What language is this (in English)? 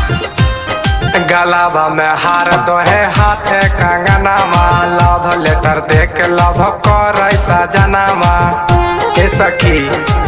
Bhojpuri